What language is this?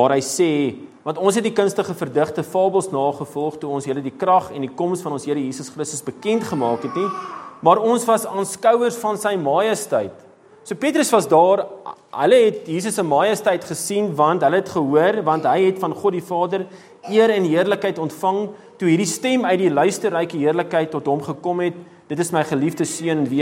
Afrikaans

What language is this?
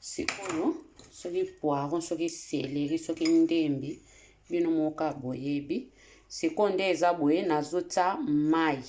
Lingala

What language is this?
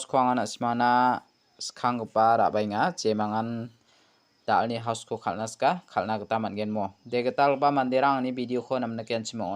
Garo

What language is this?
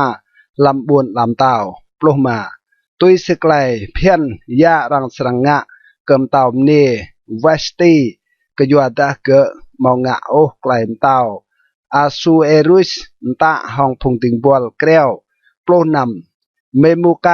Rade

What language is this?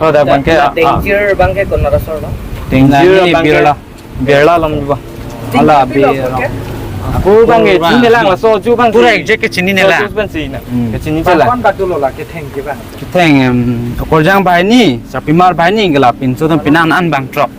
Karbi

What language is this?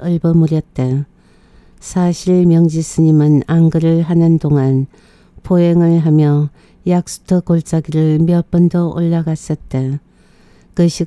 Korean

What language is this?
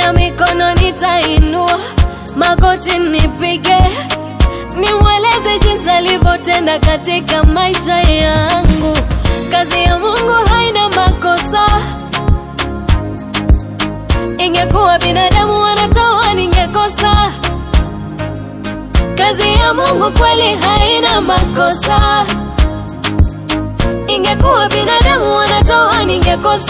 Swahili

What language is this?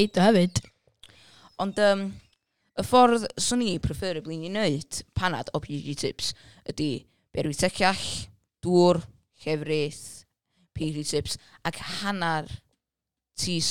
Welsh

